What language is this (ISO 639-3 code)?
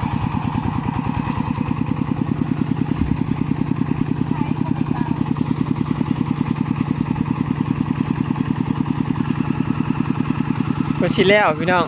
tts